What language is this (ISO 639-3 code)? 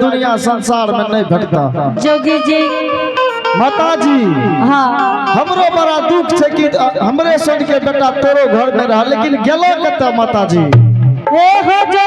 anp